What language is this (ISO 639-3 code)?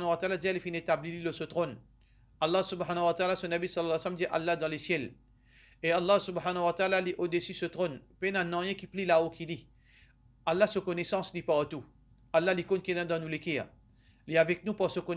mfe